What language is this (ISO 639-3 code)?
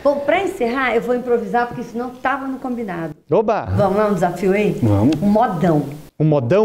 por